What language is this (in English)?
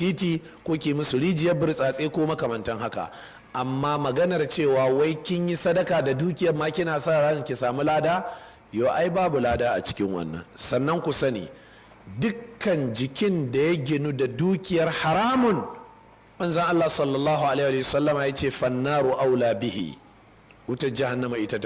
Hausa